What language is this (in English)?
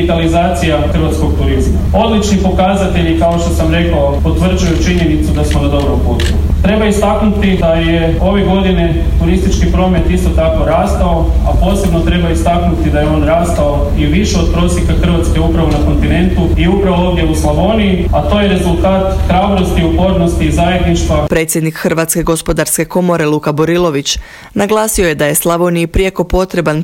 Croatian